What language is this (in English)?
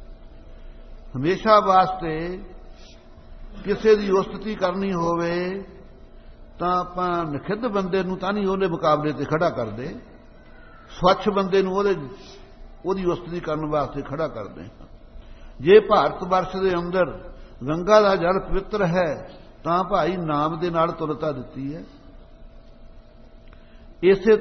Punjabi